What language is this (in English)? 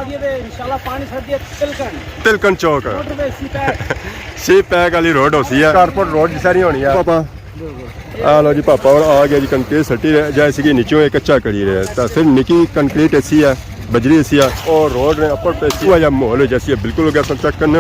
Pahari-Potwari